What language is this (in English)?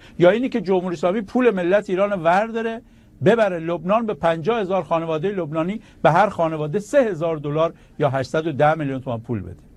Persian